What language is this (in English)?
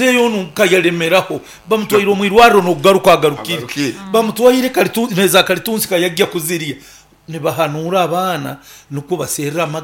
Nyankole